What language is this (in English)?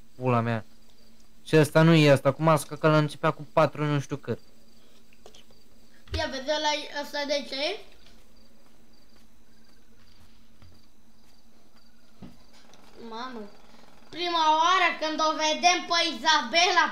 Romanian